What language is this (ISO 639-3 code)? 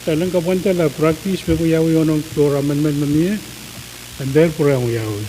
pon